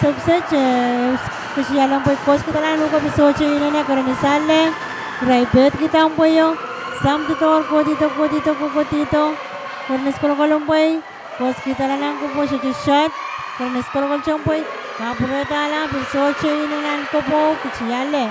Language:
Pohnpeian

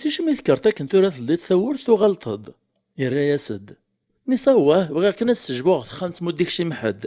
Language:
Kabyle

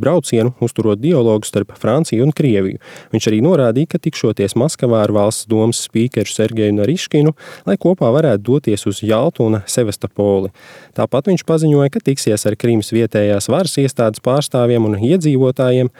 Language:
Latvian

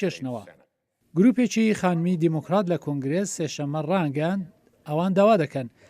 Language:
Central Kurdish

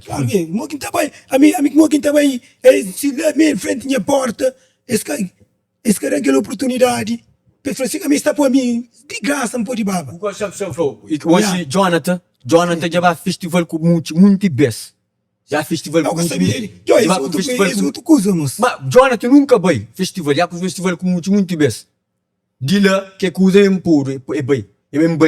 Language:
Kabuverdianu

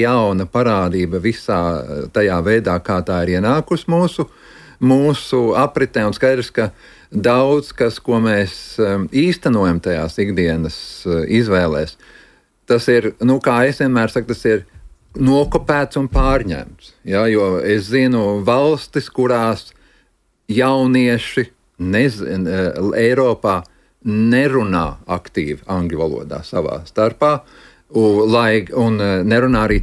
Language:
Latvian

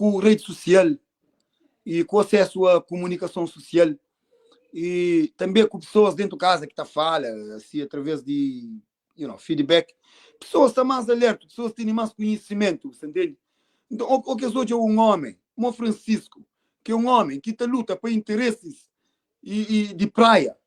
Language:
Kabuverdianu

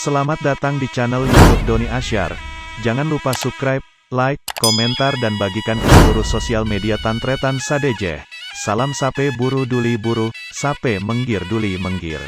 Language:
Madurese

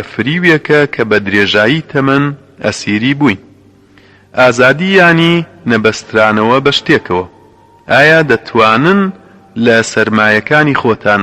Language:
Central Kurdish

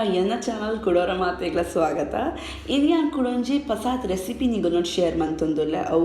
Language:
Tulu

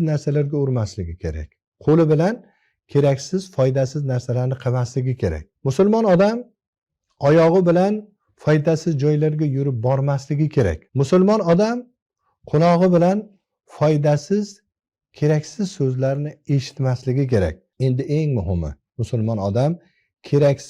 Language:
Uzbek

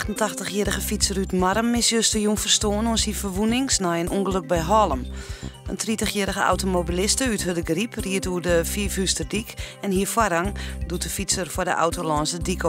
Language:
Western Frisian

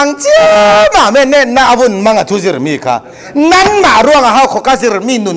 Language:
Falam Chin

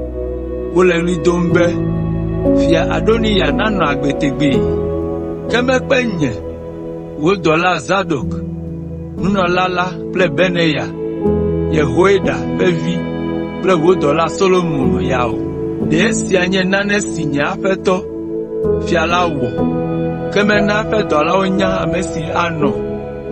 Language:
Ewe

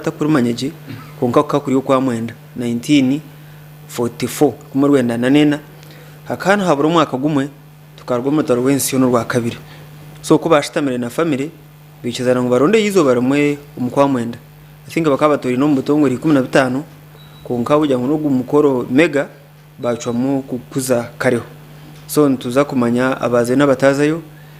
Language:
Nyankole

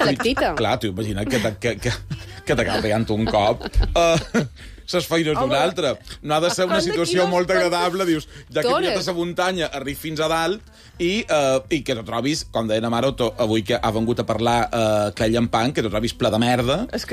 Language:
Catalan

